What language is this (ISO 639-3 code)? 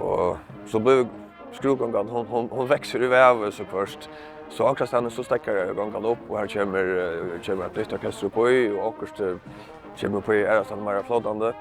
fao